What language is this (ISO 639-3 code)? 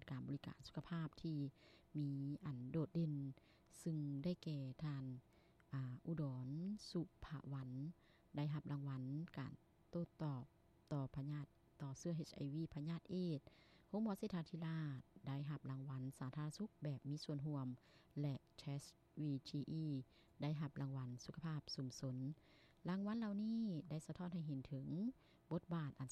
lao